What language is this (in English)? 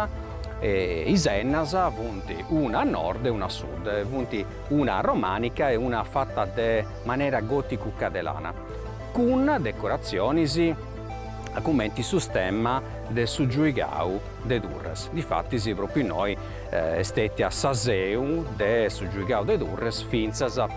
Sardinian